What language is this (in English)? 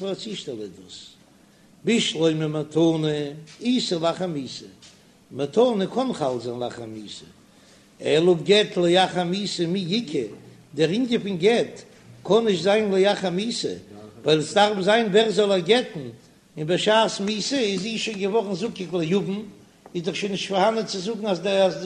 Yiddish